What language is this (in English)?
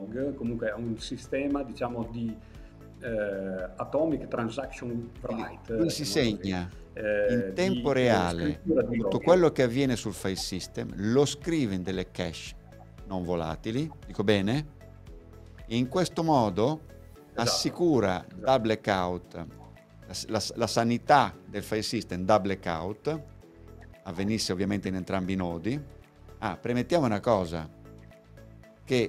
Italian